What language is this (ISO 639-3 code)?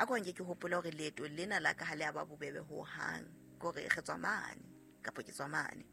sot